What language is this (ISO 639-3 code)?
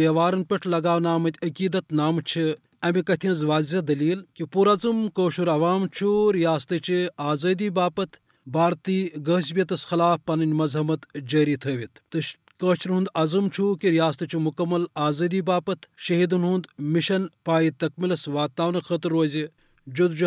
kas